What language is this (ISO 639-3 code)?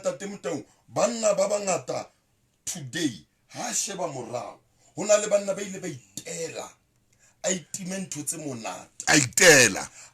sot